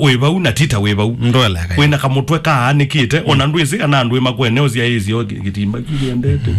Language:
Kamba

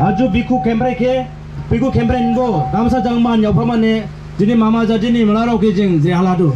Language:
Dimasa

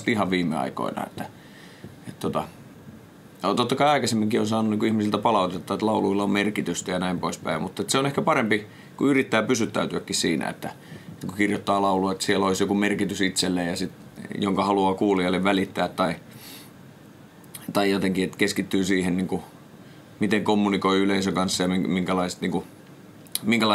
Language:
Finnish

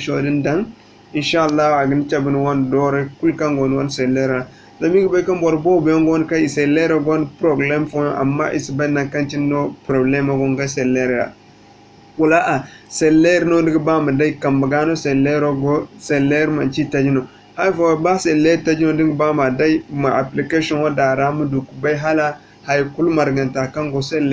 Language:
Zarma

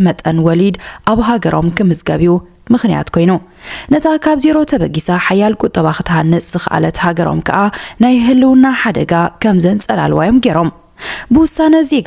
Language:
Tigrinya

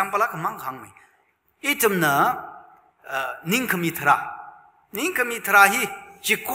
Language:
Tangkhul Naga (India)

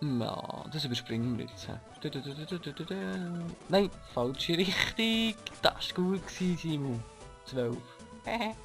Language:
Swiss German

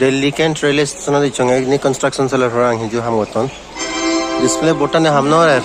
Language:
Chakma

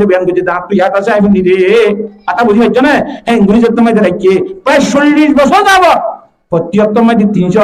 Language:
Rohingya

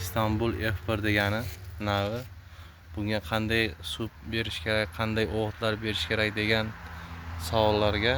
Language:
Uzbek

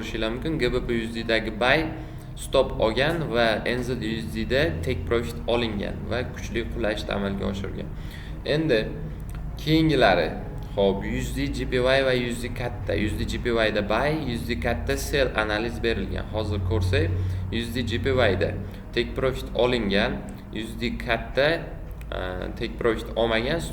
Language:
Uzbek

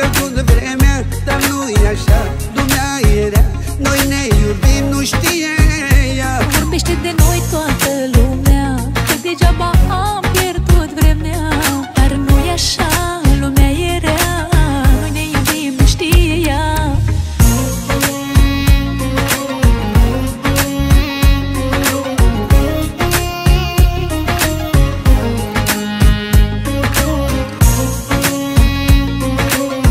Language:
Romanian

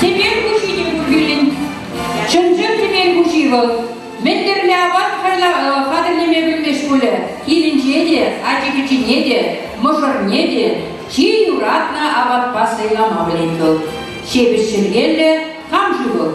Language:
Chuvash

